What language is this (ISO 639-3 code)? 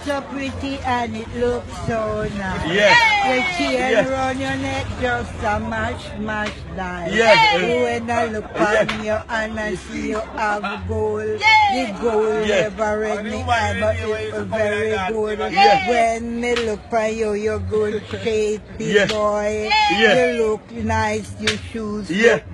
jam